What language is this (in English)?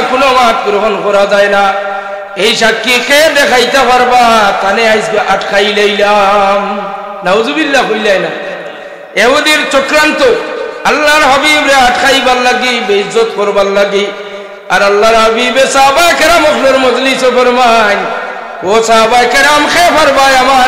Sylheti